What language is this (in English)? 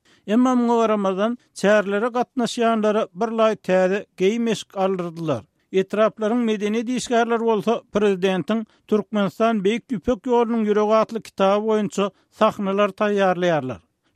Turkmen